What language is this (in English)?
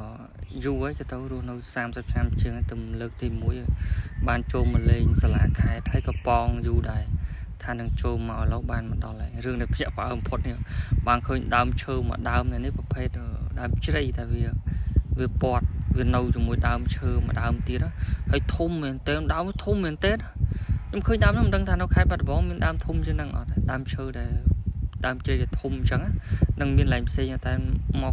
Khmer